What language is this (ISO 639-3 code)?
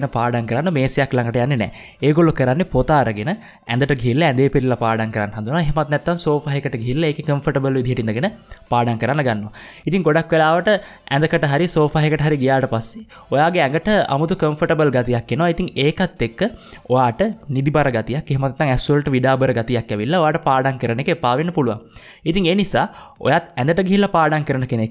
sin